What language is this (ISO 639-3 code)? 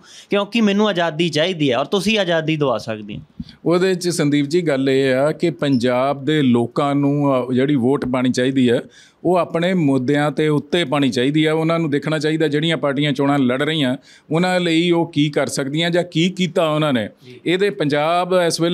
pan